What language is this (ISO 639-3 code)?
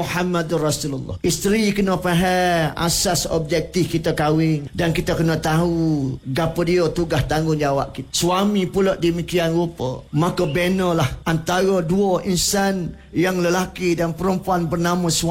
msa